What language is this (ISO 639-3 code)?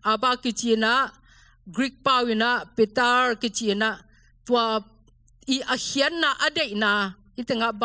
ctd